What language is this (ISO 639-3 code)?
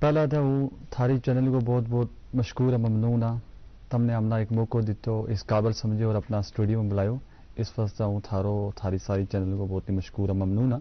gju